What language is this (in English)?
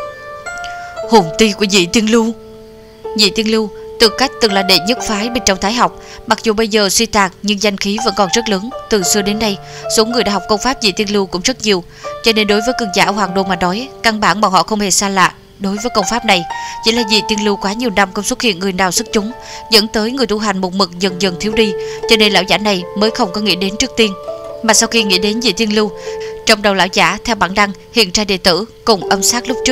Vietnamese